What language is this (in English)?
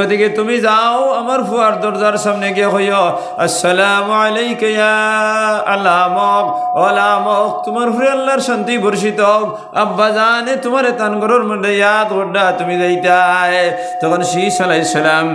Sylheti